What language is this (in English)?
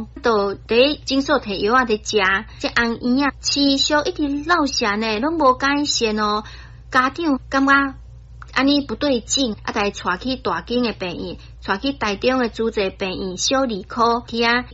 Min Nan Chinese